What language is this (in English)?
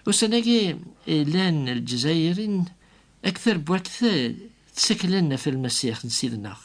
Kabyle